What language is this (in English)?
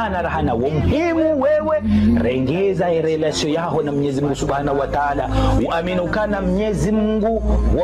Swahili